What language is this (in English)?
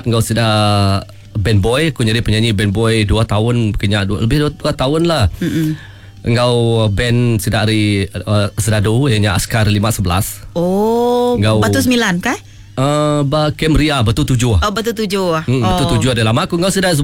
Iban